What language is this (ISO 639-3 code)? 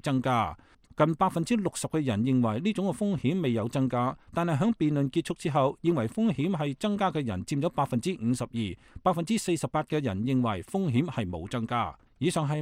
yue